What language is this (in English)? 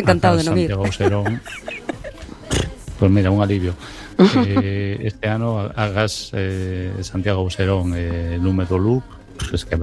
Galician